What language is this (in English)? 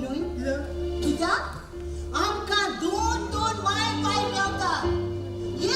Konkani